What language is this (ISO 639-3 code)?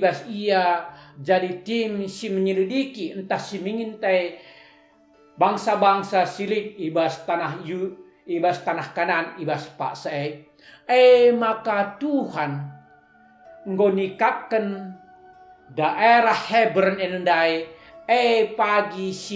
btx